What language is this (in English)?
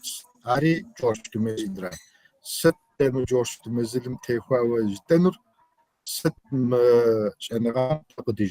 Kabardian